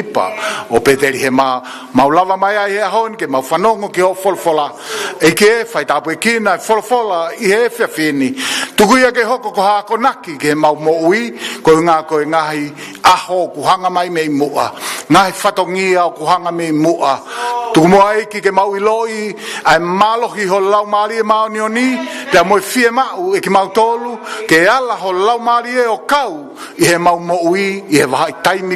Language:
Tongan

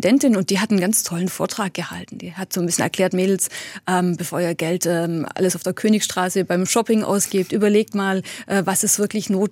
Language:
German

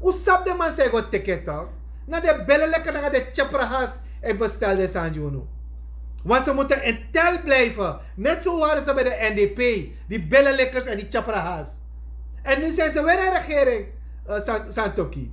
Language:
Sranan Tongo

